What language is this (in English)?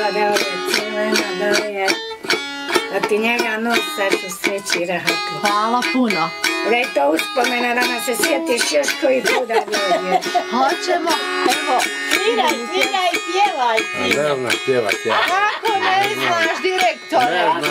Bosnian